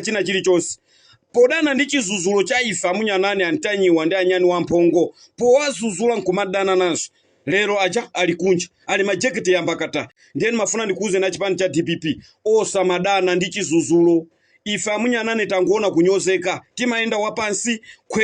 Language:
Nyanja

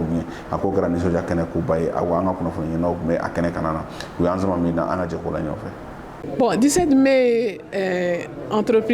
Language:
Bambara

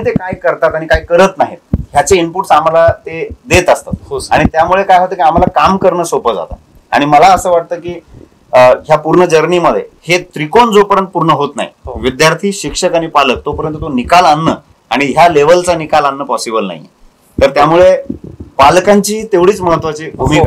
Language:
Marathi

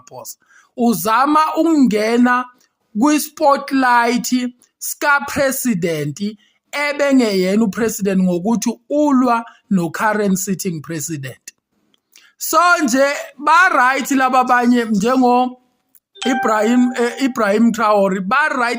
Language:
Zulu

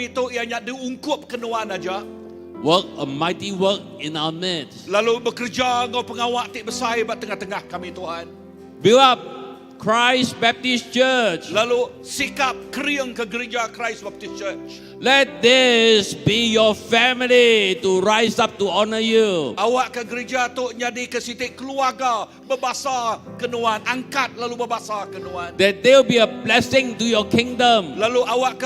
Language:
Iban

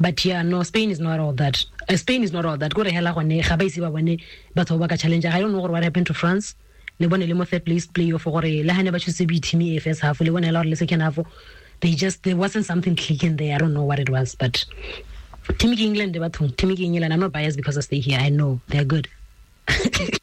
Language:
Tswana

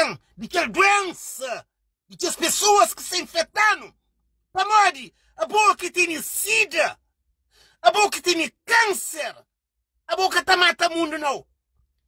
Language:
Kabuverdianu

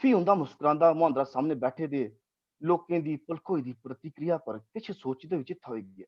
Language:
Dogri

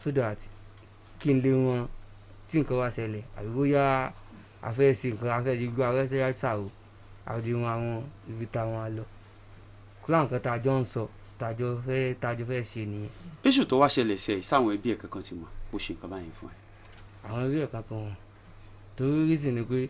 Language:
Yoruba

